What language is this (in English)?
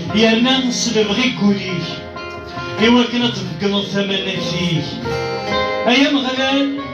Kabyle